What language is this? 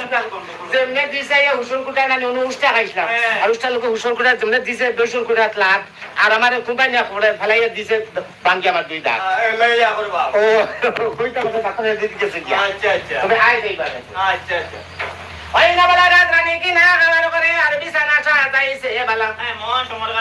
Sylheti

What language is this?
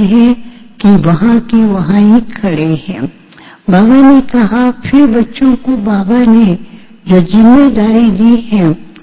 Hindi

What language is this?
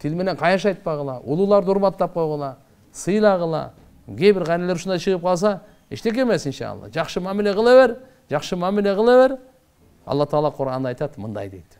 Kyrgyz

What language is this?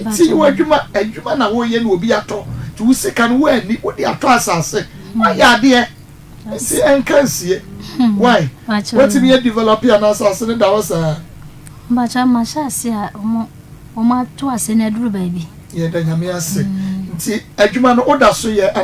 Akan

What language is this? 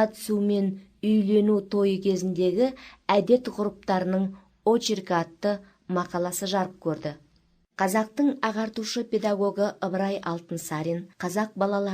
Kazakh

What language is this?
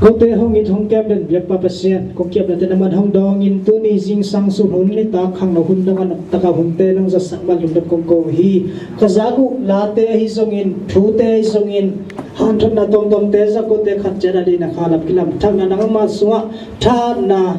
Tedim Chin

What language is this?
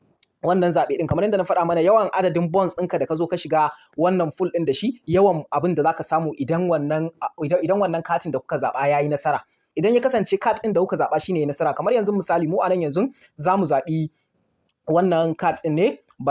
Hausa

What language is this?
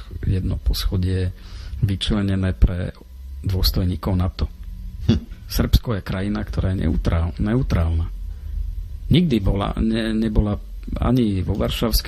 Slovak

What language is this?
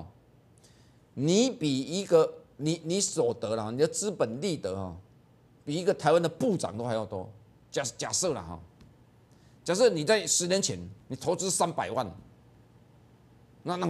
Chinese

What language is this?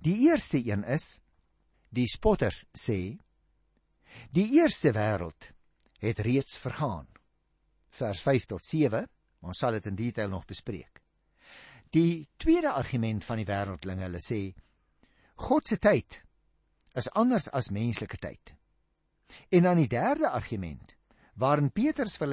Afrikaans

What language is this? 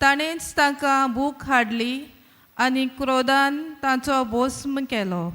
Konkani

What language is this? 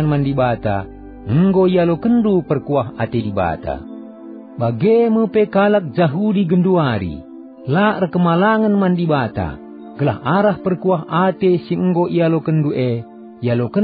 Batak Karo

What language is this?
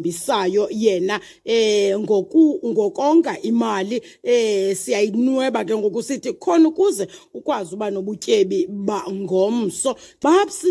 Xhosa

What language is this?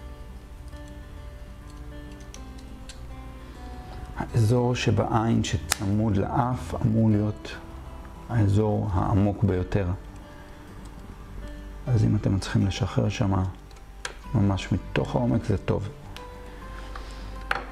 Hebrew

